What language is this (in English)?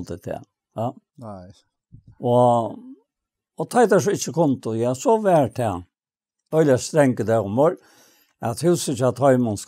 Faroese